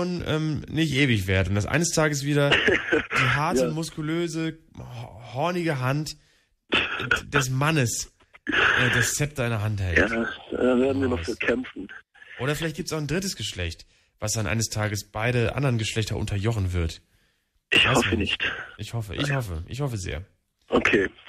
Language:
German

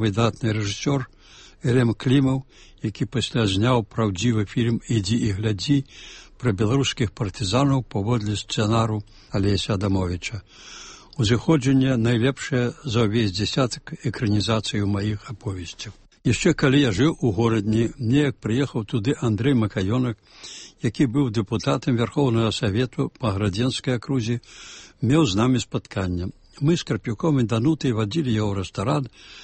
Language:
Belarusian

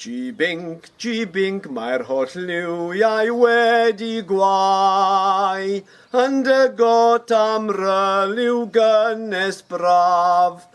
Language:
Welsh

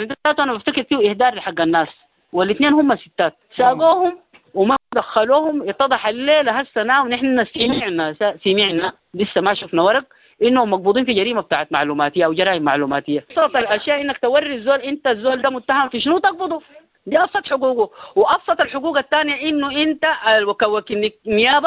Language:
Sudanese Arabic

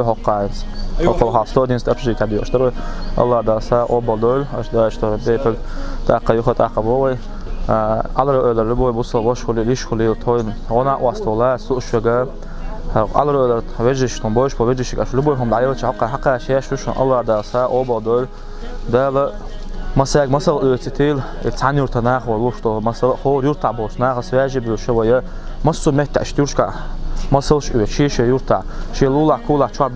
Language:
Chechen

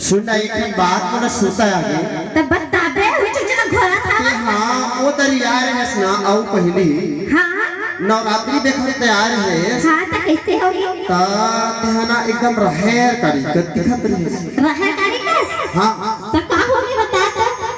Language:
Chhattisgarhi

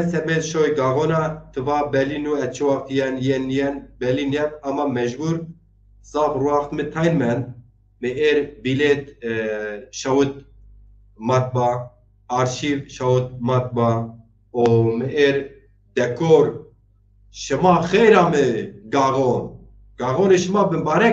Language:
Zaza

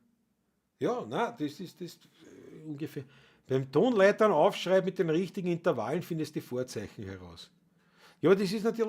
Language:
Bavarian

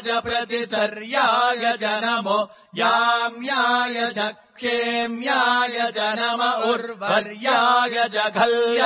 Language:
Sanskrit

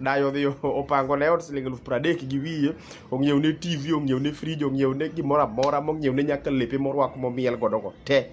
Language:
Luo (Kenya and Tanzania)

